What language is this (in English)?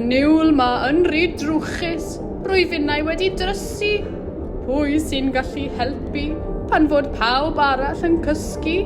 Welsh